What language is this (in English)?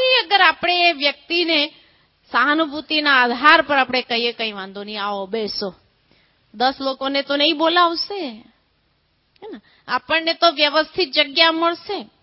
Gujarati